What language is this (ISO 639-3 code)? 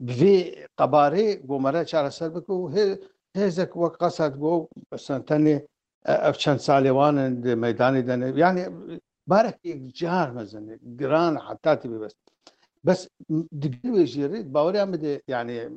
kur